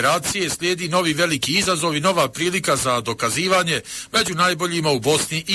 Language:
Bosnian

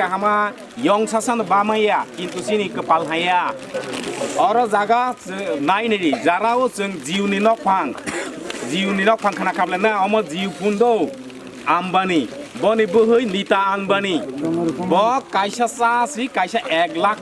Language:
Kok Borok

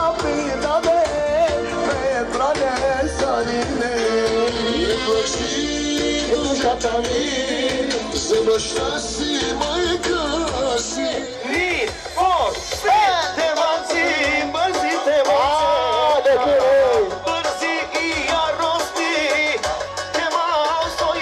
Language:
Turkish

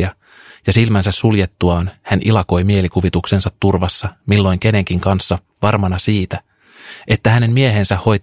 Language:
Finnish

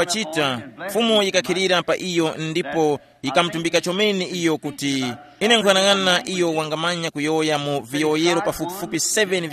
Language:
Tumbuka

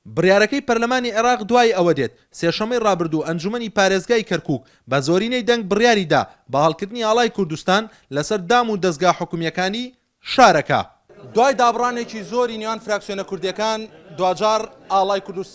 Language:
Central Kurdish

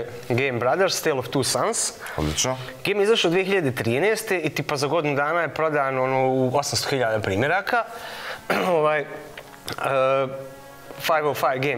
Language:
Bosnian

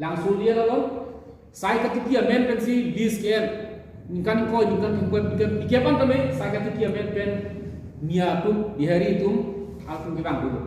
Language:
Karbi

